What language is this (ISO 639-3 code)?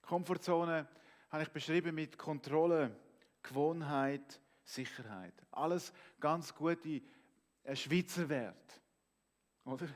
gsw